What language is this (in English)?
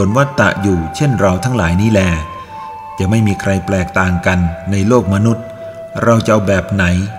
Thai